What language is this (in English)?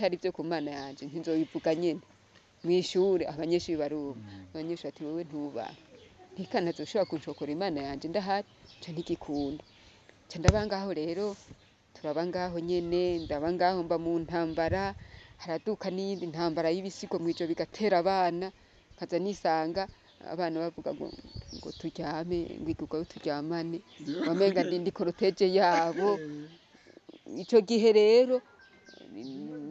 Rundi